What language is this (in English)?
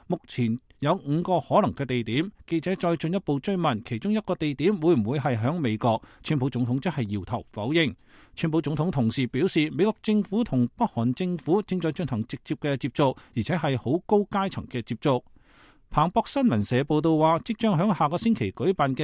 Cantonese